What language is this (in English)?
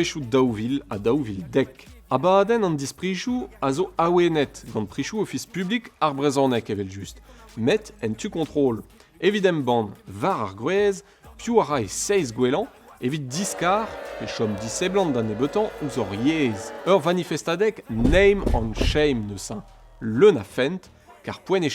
Breton